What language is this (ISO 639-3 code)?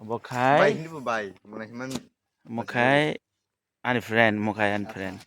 trp